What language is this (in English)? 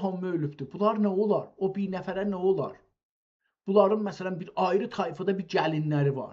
South Azerbaijani